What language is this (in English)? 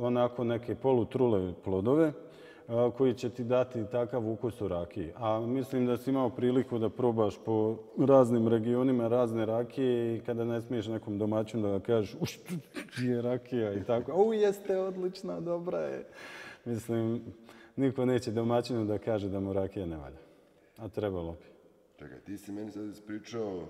Bosnian